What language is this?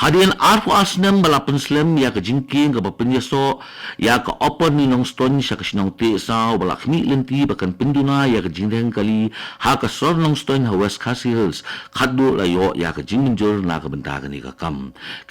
Khasi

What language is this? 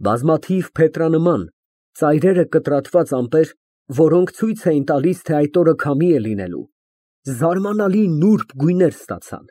Armenian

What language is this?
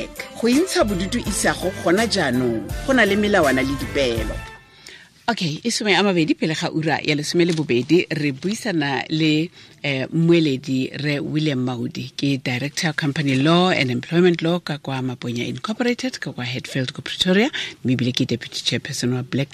Tswana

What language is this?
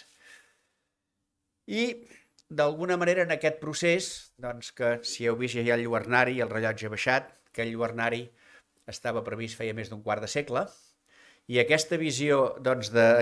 Catalan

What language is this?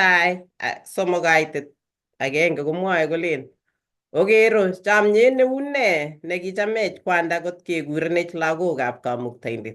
Kalenjin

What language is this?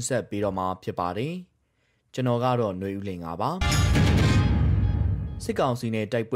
Burmese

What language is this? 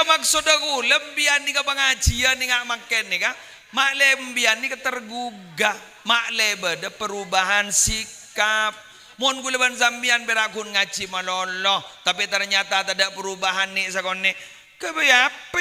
Madurese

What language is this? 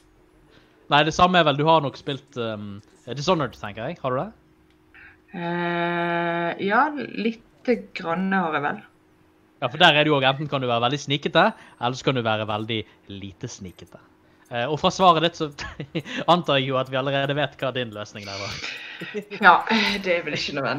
Norwegian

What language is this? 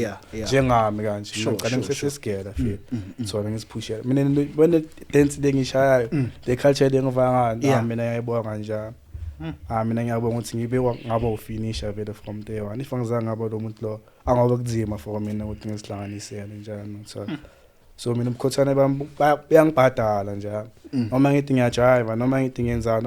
Zulu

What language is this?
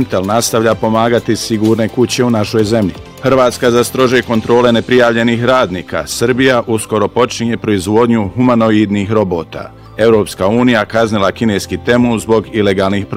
Bosnian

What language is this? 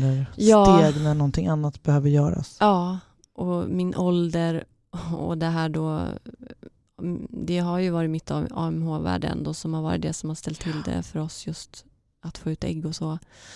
Swedish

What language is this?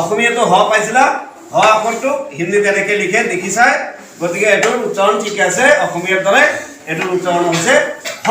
Assamese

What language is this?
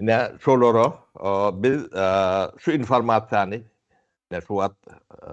Turkmen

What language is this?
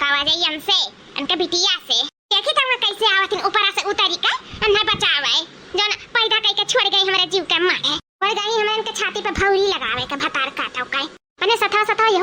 Awadhi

